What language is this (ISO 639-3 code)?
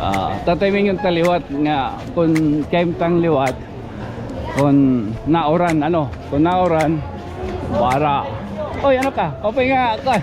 war